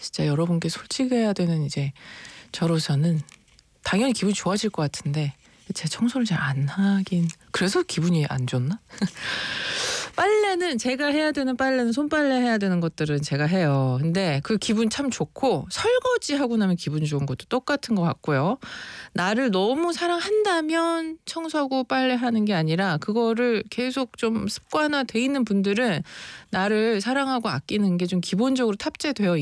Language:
Korean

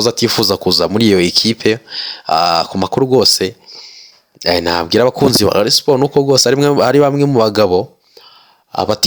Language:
Kinyarwanda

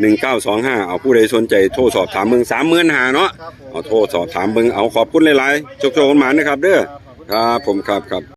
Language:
Northeastern Thai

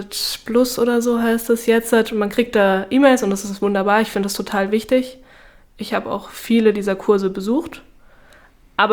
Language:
German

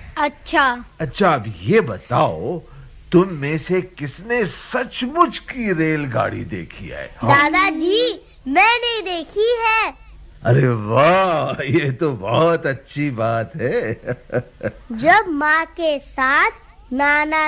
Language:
Hindi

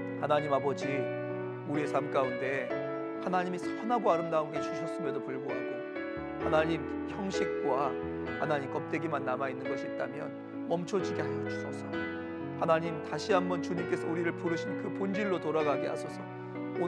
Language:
Korean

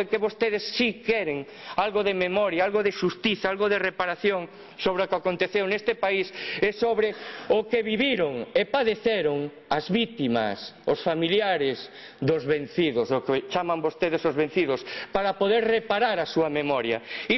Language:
Galician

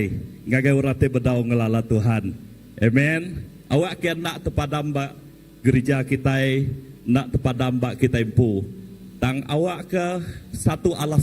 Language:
Iban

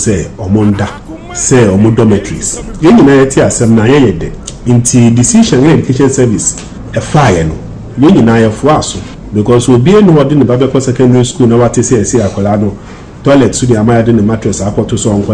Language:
Akan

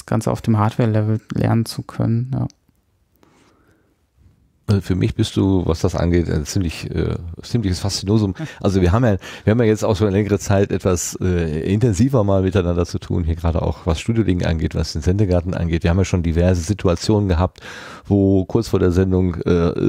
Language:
German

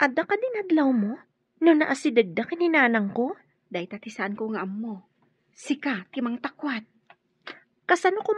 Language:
Iloko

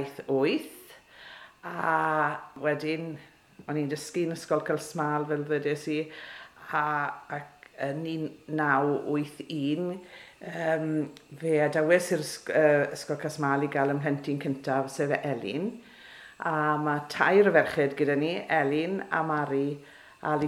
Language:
Welsh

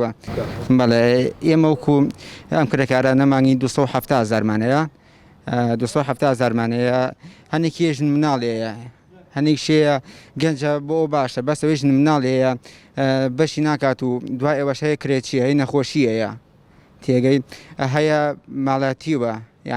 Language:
Central Kurdish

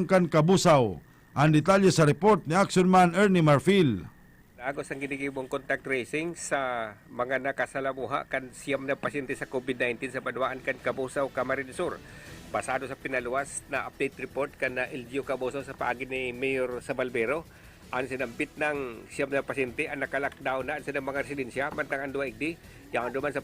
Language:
Bikol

